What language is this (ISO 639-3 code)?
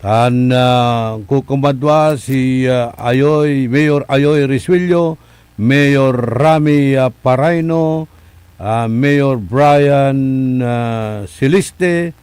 pag